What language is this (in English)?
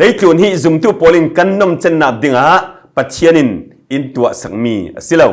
Falam Chin